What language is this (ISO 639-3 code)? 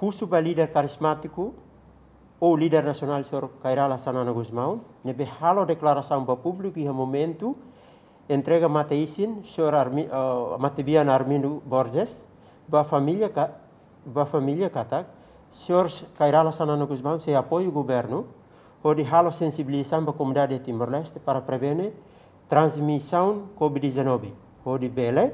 tet